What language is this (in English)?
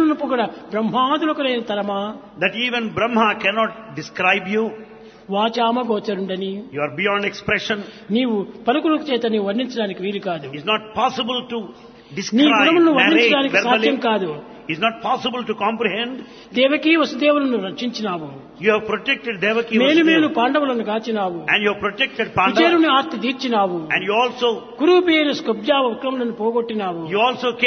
Telugu